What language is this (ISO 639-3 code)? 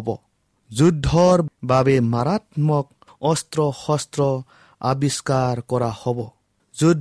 asm